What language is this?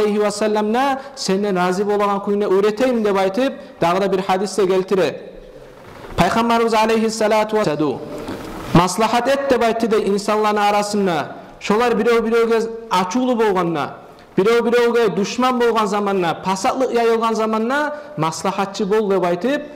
Kumyk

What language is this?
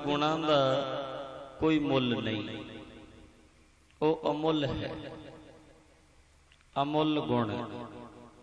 Punjabi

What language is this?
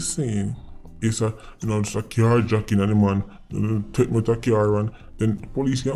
Jamaican Creole English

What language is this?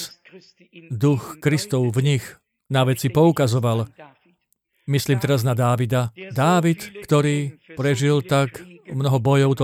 Slovak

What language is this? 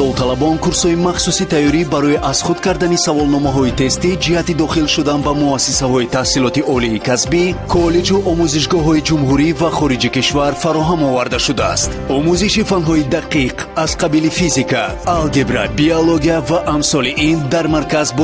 Tajik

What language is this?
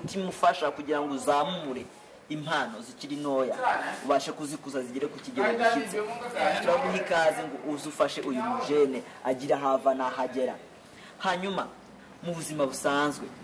Kinyarwanda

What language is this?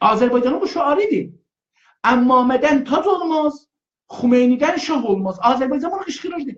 South Azerbaijani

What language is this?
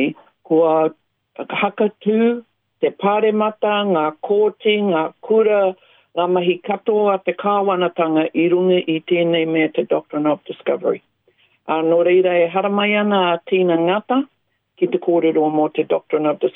Māori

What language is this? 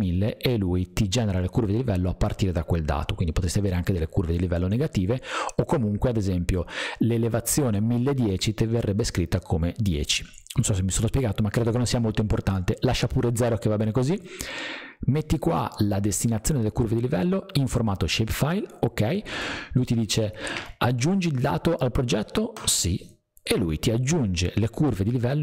Italian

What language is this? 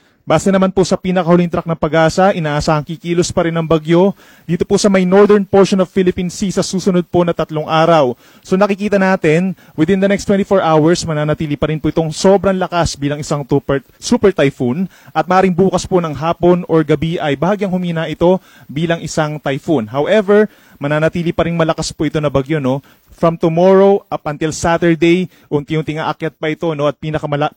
Filipino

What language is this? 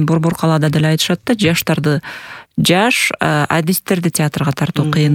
Kyrgyz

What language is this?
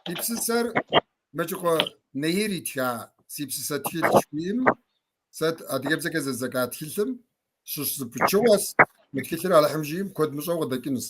Kabardian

